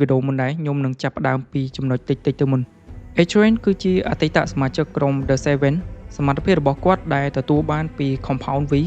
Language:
Khmer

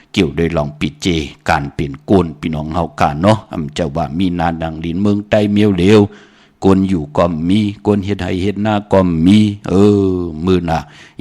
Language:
Shan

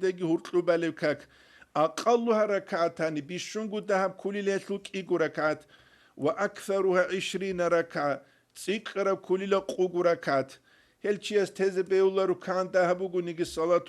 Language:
Avaric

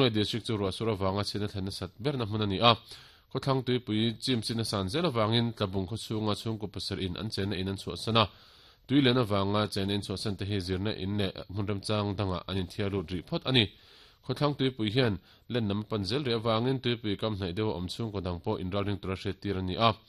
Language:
Mizo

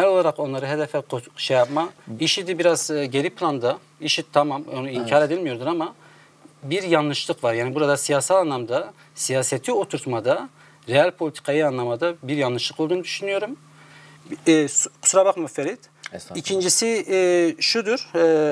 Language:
Turkish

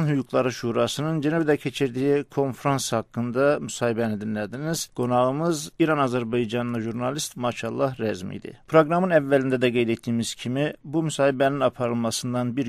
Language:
South Azerbaijani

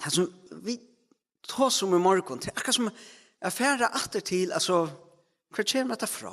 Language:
Faroese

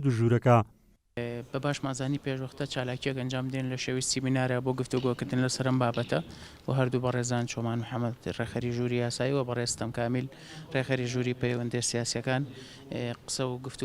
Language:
Central Kurdish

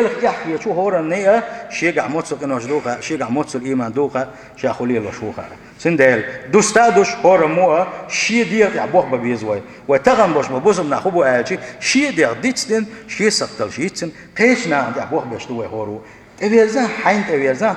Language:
Chechen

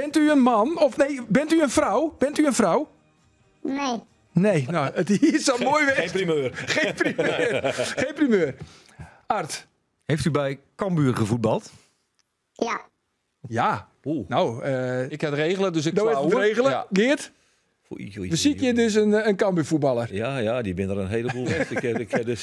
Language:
Western Frisian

